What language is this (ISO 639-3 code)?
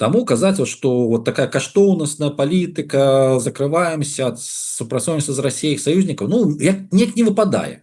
bel